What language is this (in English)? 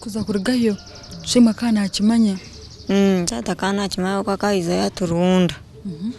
Nyankole